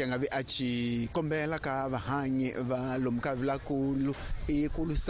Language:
Tsonga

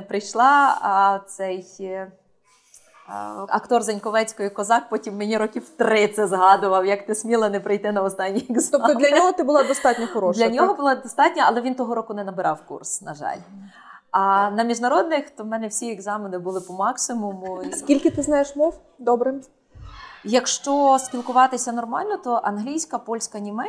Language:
Ukrainian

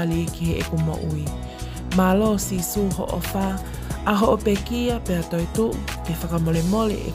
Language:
Tongan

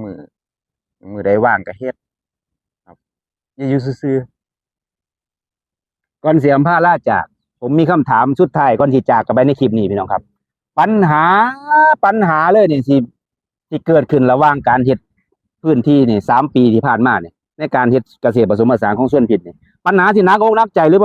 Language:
Northeastern Thai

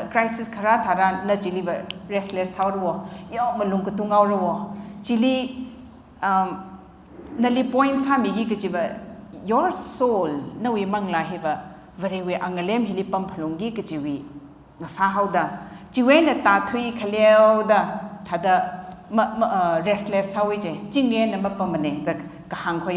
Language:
Tangkhul Naga (India)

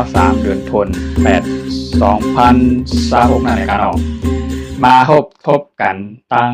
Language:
Shan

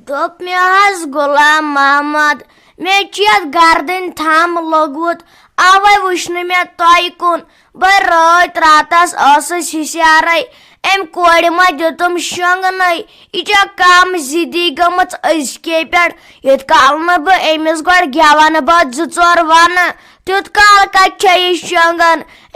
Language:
Kashmiri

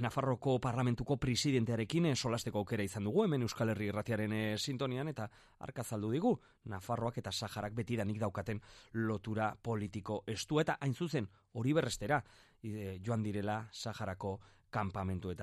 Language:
Basque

